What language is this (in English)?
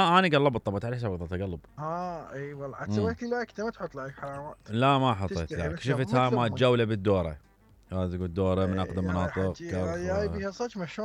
Mesopotamian Arabic